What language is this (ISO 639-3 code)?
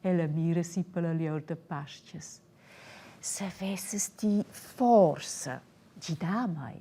roh